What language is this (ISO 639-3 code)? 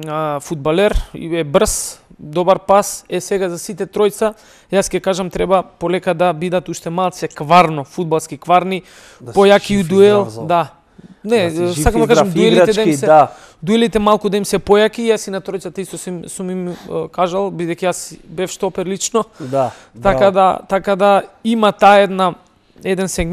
mkd